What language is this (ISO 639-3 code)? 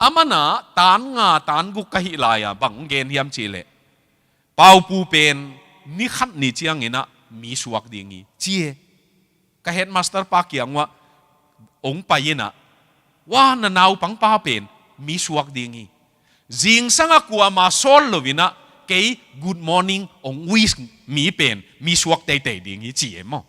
ctd